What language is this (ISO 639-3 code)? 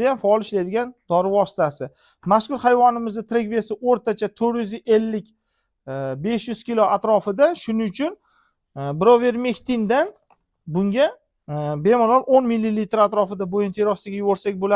uzb